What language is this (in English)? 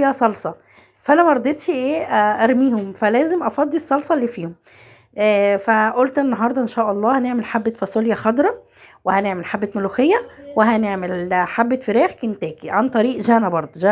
Egyptian Arabic